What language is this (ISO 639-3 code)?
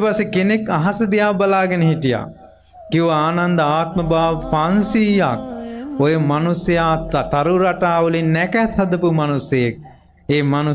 sin